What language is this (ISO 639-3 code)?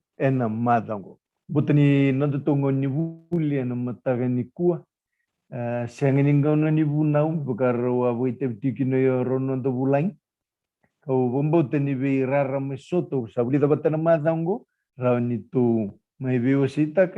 fij